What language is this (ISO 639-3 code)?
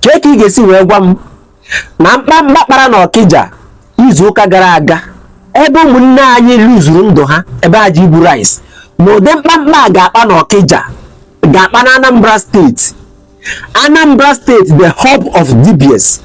ibo